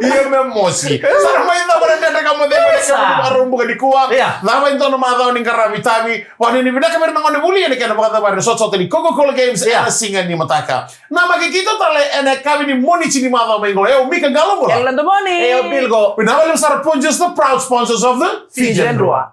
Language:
Fijian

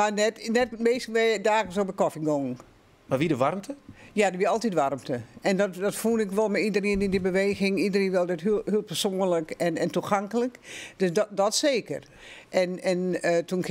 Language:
Western Frisian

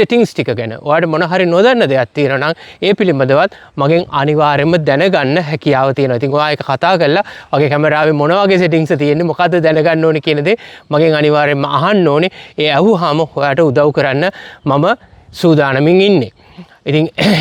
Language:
Sinhala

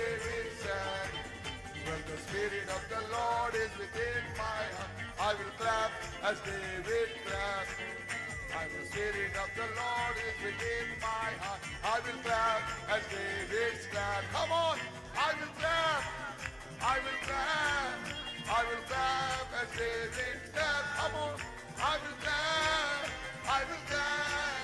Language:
Ewe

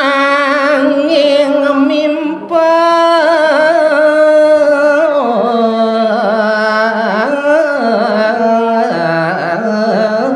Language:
Balinese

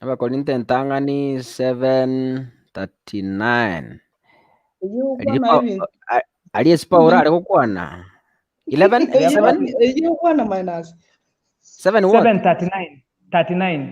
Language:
Gusii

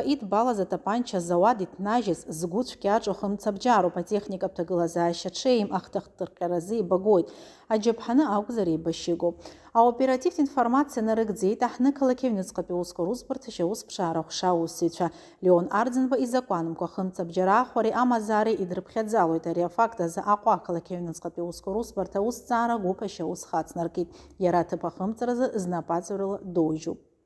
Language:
Abkhazian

